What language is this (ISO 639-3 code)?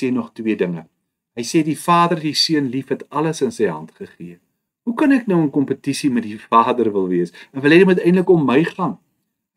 afr